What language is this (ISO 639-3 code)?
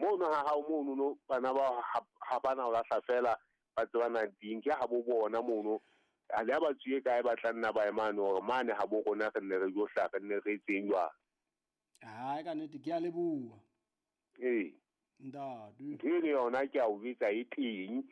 sot